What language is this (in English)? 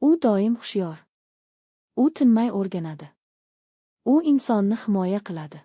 Uzbek